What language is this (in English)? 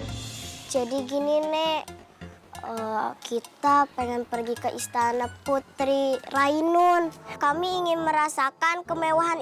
Betawi